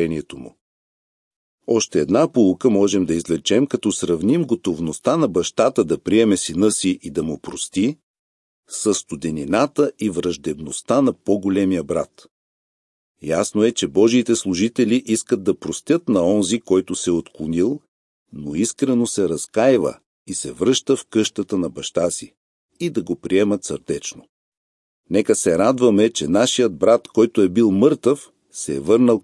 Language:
Bulgarian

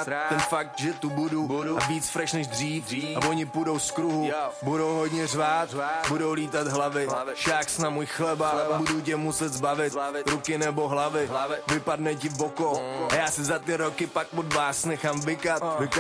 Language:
Czech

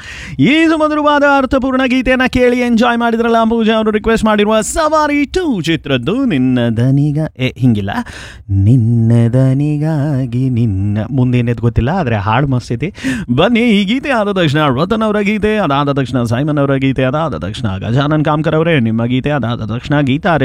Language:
Kannada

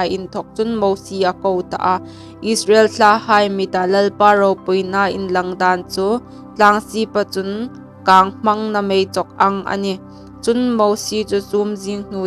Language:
Hmar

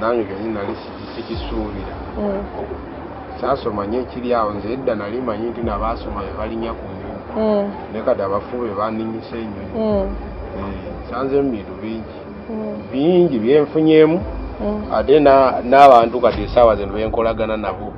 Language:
Ganda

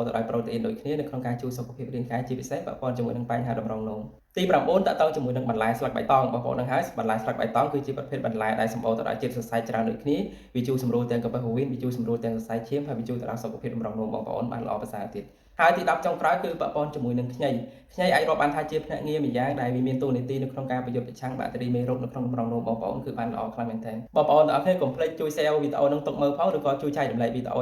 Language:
Khmer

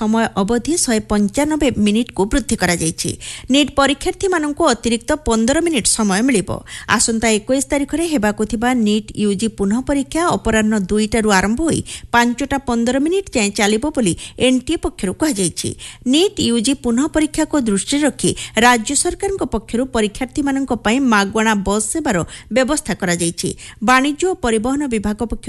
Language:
Odia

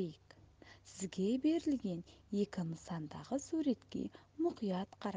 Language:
Kazakh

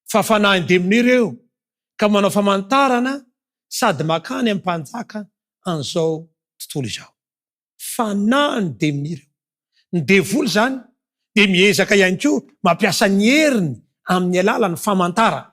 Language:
Malagasy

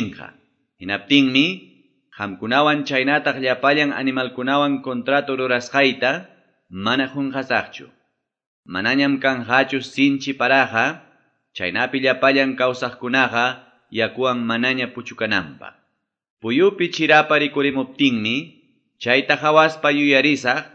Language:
Quechua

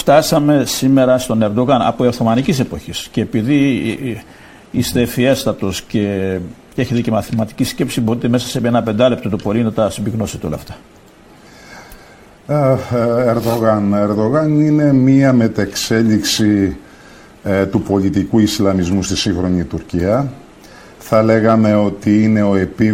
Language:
Greek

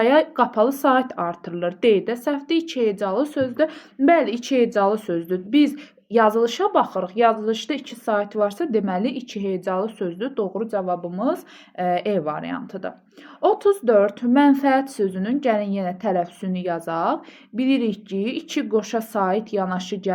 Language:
Azerbaijani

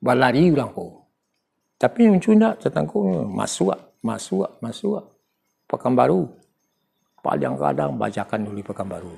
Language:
Minangkabau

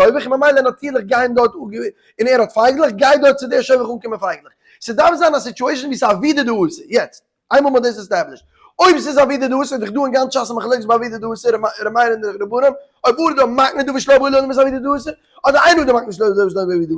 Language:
Yiddish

